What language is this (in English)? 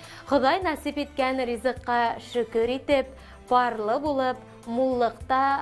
Bashkir